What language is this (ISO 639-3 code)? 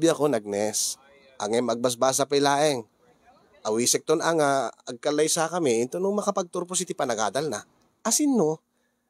ilo